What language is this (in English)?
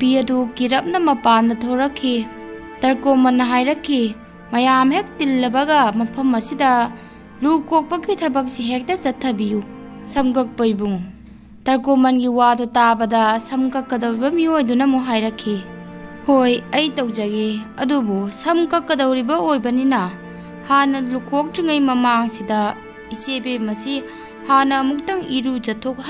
Manipuri